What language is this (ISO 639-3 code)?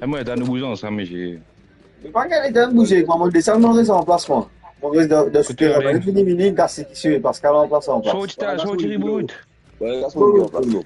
mfe